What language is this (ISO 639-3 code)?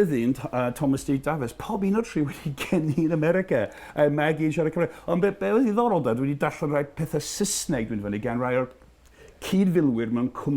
cym